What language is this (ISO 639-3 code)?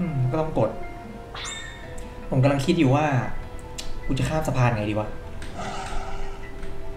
tha